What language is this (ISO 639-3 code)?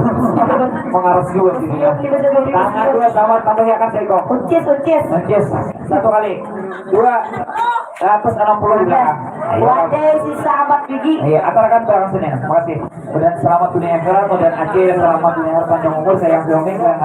bjn